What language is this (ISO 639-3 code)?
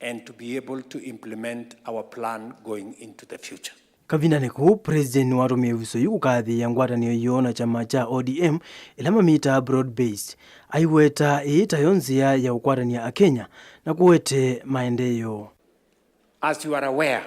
kam